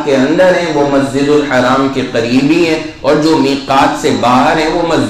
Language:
Urdu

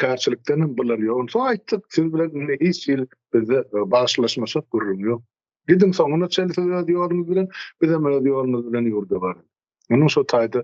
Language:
Turkmen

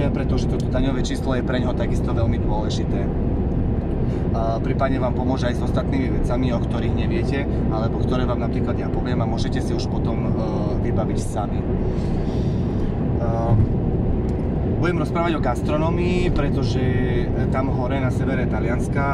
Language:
Slovak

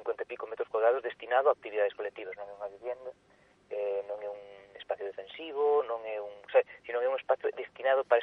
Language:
Galician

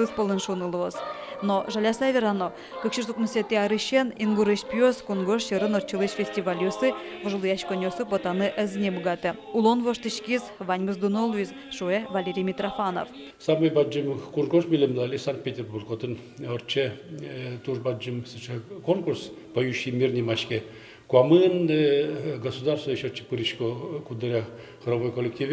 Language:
Udmurt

